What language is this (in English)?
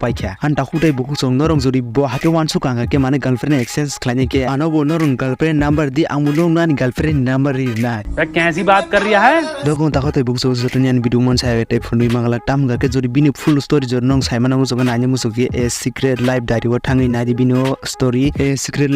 Kok Borok